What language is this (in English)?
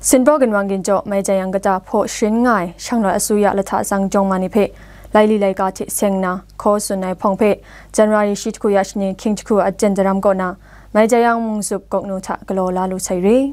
Kachin